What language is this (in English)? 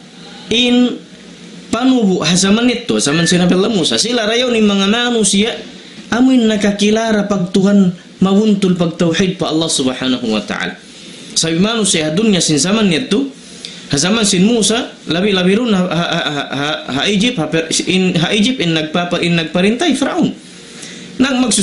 Tausug